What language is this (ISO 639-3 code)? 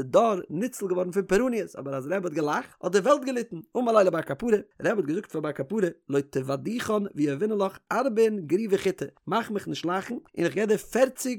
yid